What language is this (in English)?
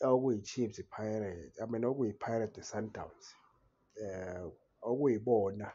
Zulu